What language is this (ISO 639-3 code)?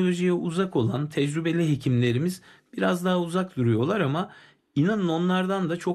tur